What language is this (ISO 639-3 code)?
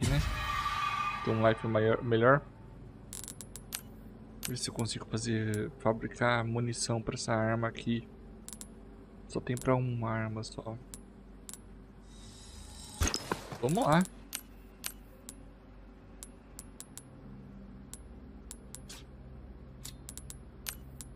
por